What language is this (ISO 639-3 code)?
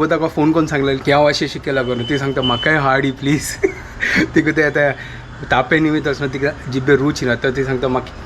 kok